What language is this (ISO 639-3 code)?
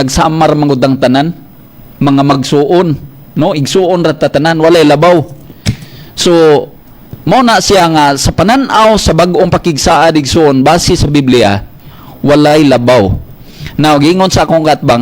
ceb